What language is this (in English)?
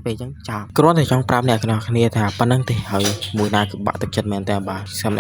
Khmer